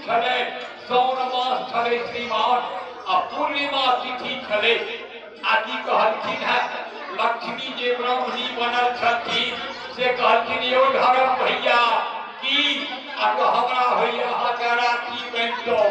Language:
Maithili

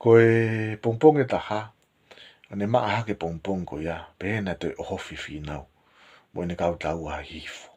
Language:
Tongan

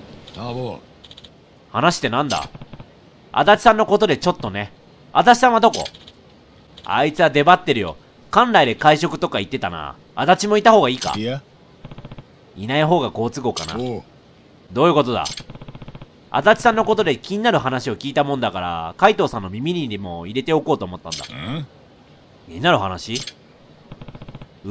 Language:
Japanese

